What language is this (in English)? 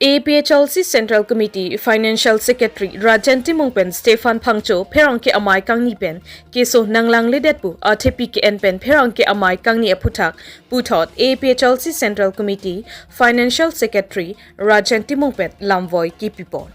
Karbi